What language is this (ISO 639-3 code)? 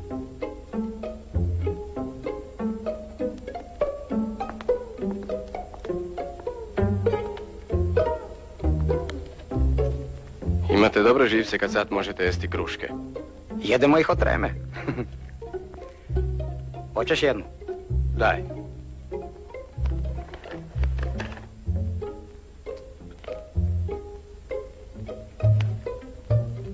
hrv